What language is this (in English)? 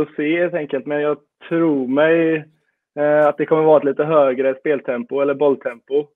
Swedish